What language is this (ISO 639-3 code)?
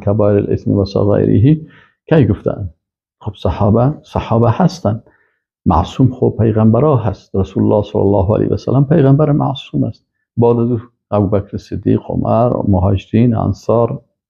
fas